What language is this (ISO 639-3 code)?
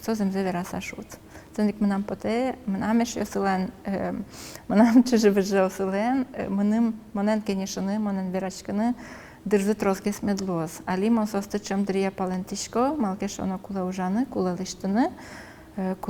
udm